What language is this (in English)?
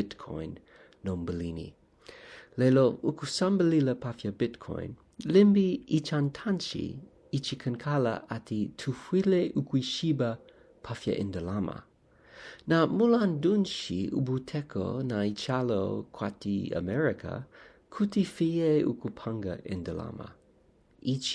Bemba